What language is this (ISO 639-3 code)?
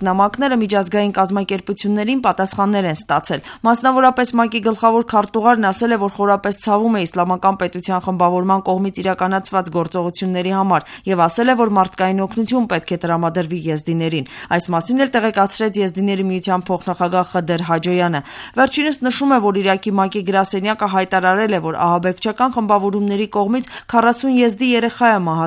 hye